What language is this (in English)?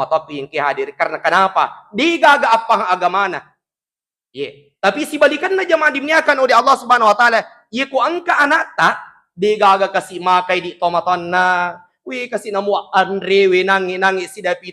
Buginese